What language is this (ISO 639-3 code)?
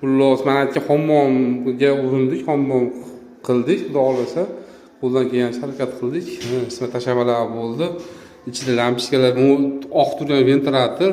uzb